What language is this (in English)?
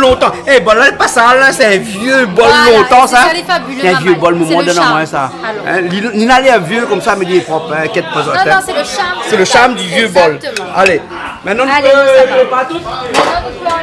Réunion Creole French